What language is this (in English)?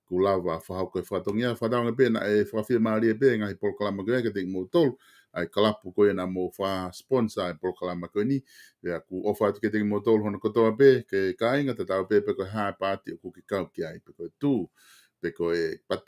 Tongan